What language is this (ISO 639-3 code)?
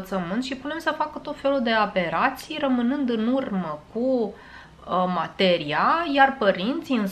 ron